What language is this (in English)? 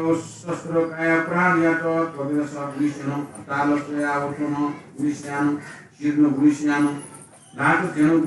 Newari